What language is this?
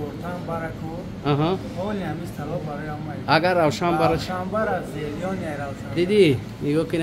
Persian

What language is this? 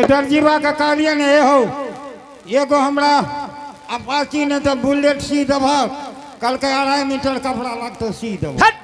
Angika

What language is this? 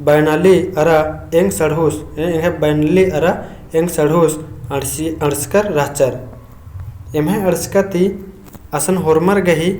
Kurukh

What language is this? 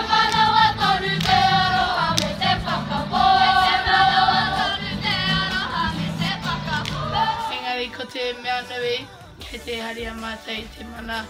Māori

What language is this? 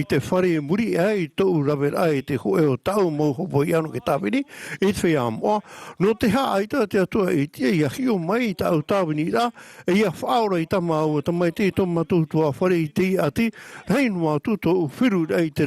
Tahitian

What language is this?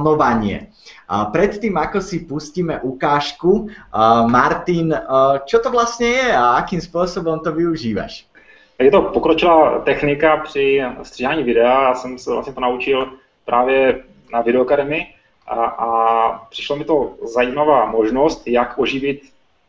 Slovak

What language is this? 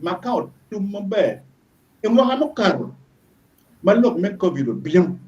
Acoli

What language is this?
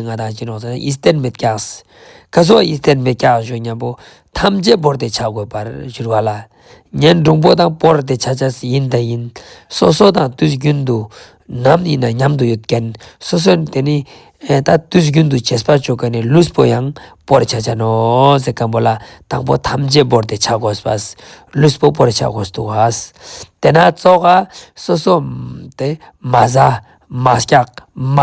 Ladakhi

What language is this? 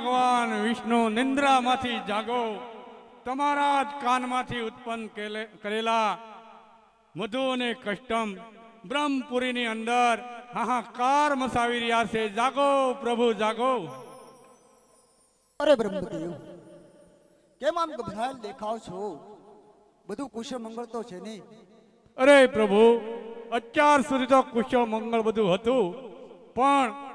Gujarati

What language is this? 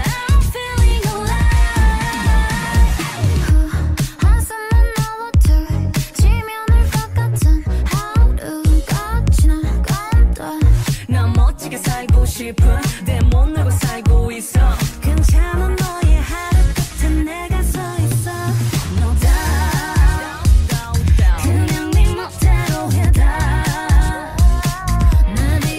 Korean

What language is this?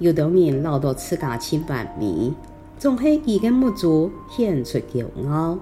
Hakka Chinese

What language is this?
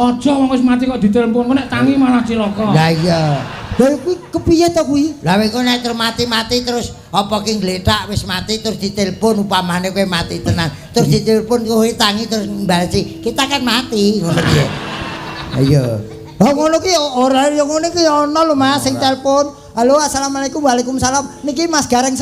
Javanese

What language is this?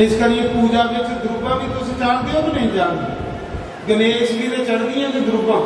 Dogri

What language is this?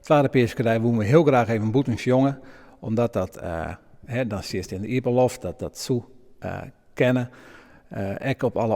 Western Frisian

